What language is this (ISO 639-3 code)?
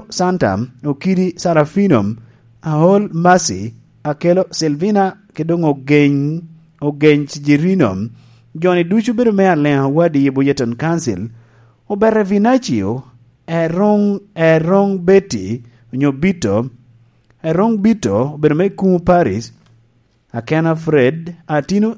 laj